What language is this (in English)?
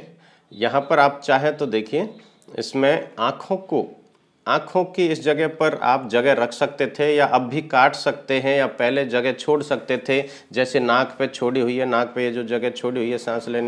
Hindi